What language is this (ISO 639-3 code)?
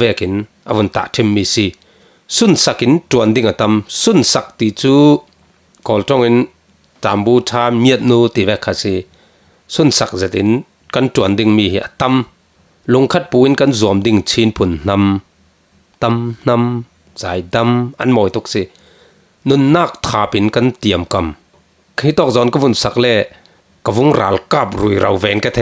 cfm